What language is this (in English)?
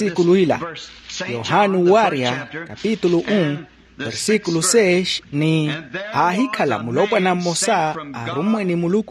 Makhuwa